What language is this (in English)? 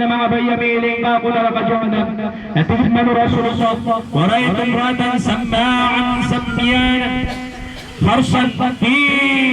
Maranao